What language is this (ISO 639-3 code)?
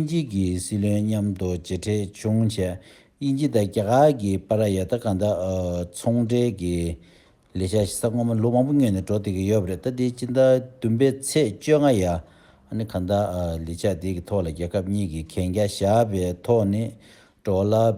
bod